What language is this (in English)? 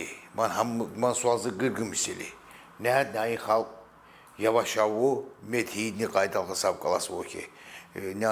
Tsakhur